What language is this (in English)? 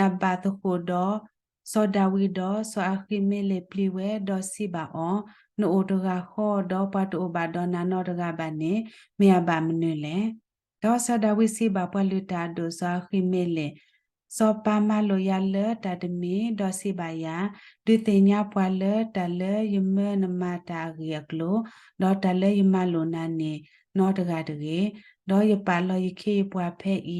S'gaw Karen